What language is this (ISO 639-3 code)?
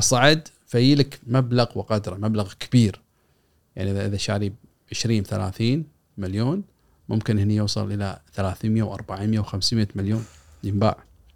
afb